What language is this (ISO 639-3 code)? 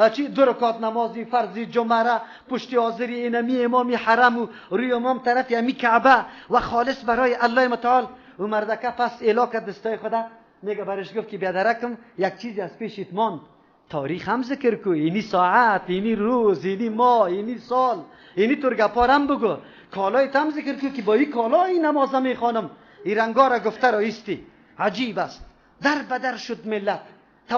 fas